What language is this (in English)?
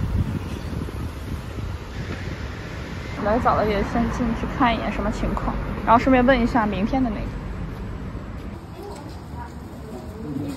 Chinese